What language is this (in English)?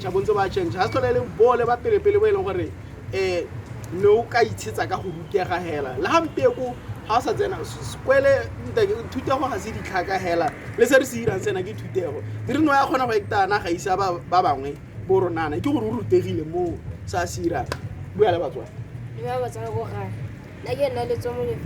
Tswana